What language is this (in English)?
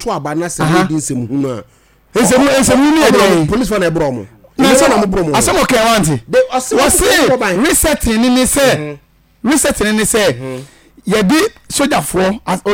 Akan